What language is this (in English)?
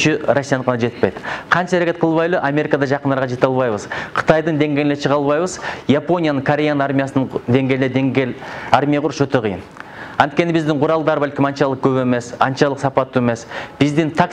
Kyrgyz